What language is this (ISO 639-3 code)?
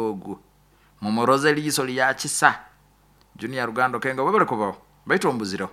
nyo